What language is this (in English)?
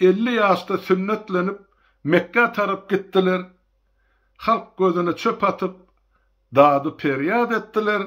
Turkmen